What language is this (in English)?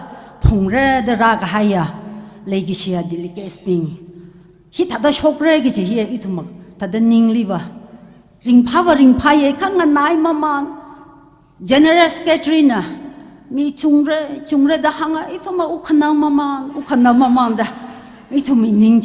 Tangkhul Naga (India)